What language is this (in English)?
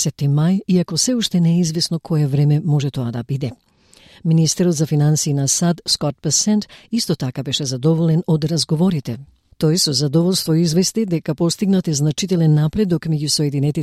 Macedonian